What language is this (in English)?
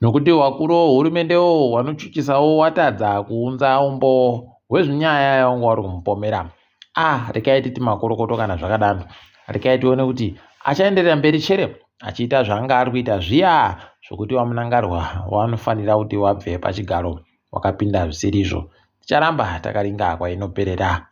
Ndau